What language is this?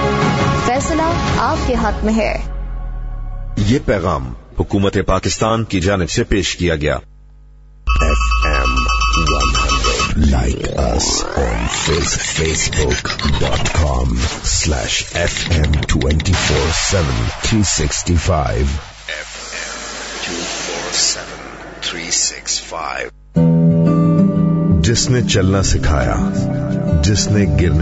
Urdu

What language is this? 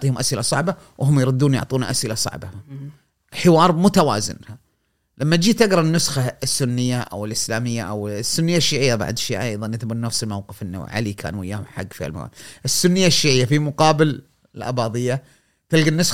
Gulf Arabic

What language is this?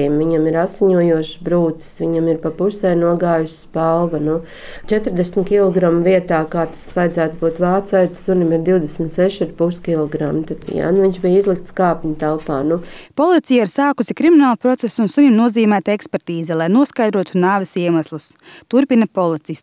Latvian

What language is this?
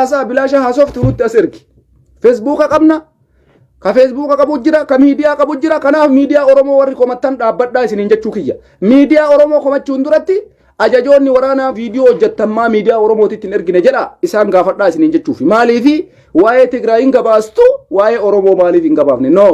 Oromo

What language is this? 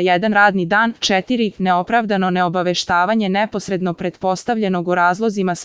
Serbian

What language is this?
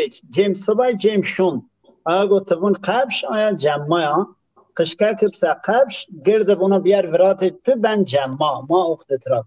Zaza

